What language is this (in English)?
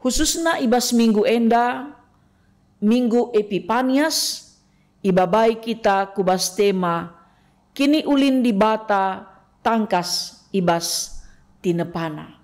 Batak Karo